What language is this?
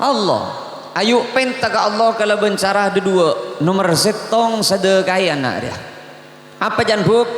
Madurese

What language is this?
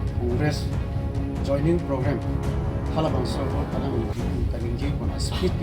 Karbi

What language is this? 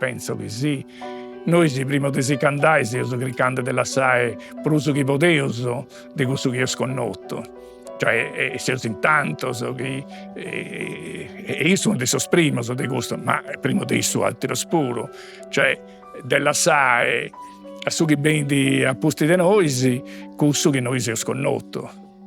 Sardinian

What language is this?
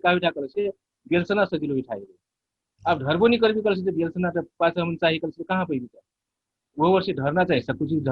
Dangaura Tharu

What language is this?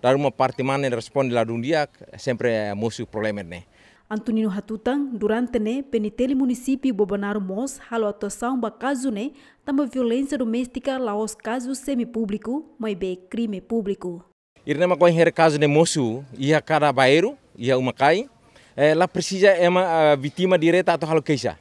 Tetum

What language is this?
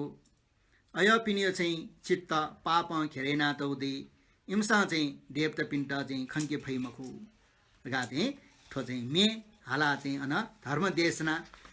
Newari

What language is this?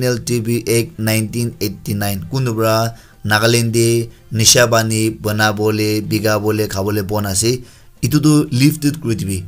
Naga Pidgin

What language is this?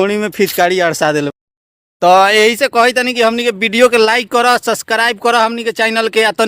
Bhojpuri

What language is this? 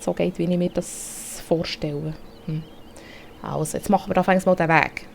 Swiss German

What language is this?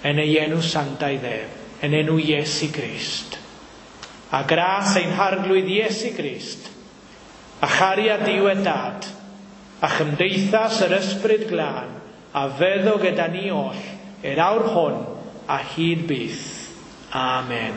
Welsh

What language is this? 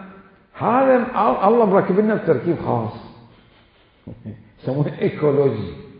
Mesopotamian Arabic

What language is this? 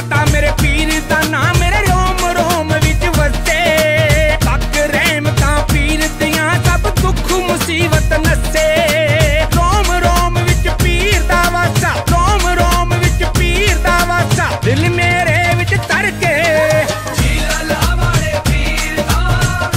Punjabi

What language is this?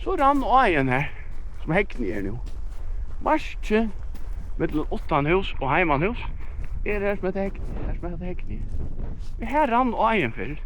Faroese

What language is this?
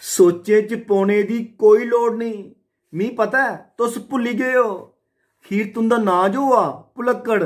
Dogri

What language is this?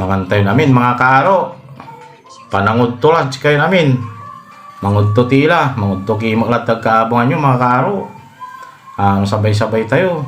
Pangasinan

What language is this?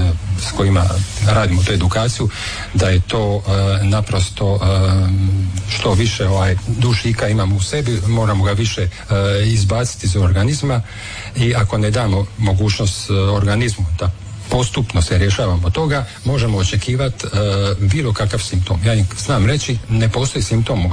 Croatian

